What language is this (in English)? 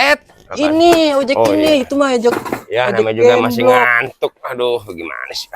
Betawi